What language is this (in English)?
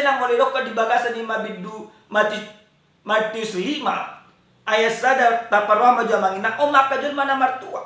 Batak Toba